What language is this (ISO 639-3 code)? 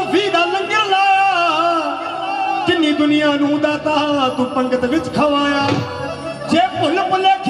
pan